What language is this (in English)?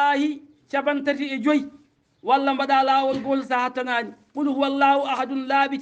Fula